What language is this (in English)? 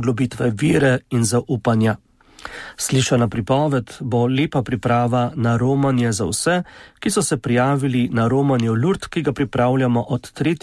Slovenian